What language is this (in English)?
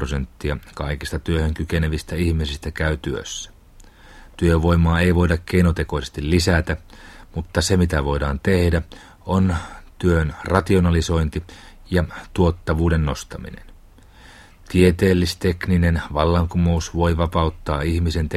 Finnish